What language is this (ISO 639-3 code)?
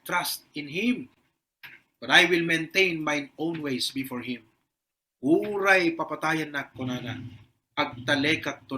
ilo